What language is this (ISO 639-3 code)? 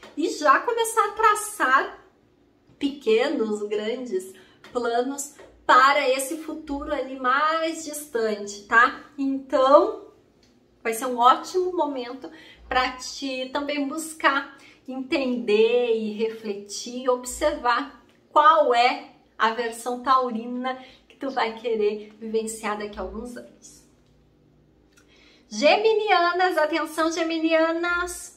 por